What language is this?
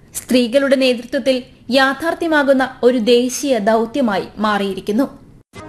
Malayalam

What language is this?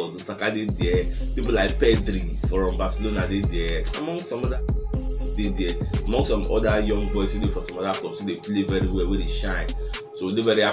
Nigerian Pidgin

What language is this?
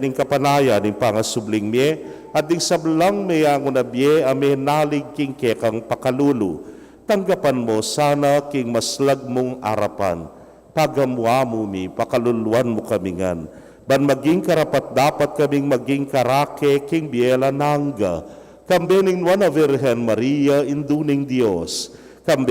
Pampanga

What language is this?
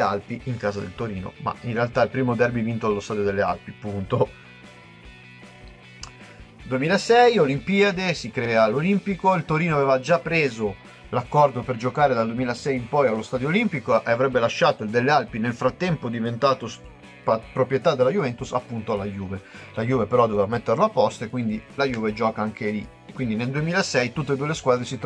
Italian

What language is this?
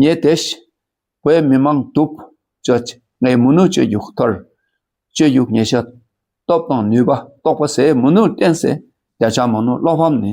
Dakpakha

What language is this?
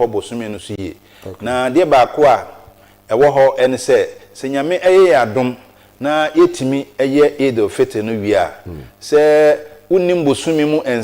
Akan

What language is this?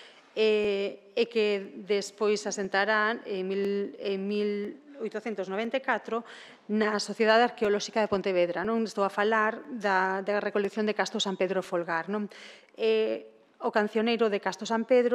Galician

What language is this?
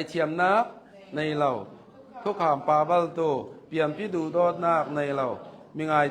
Hakha Chin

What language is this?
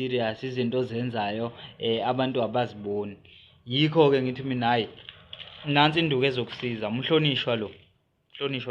Zulu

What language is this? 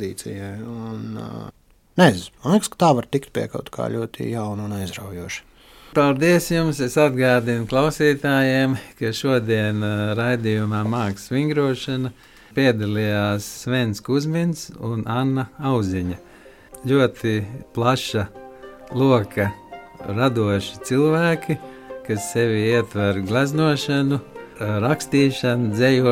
Latvian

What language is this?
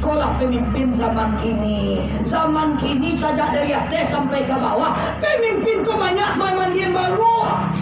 Minangkabau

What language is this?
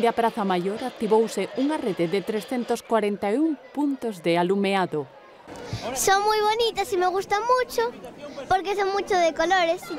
Galician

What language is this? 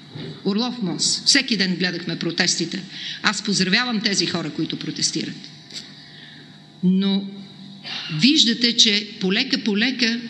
Bulgarian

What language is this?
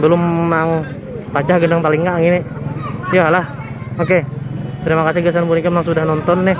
Banjar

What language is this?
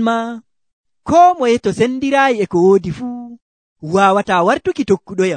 Nigerian Fulfulde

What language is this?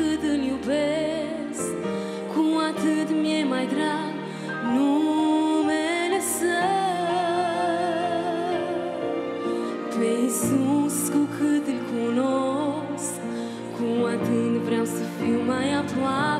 Romanian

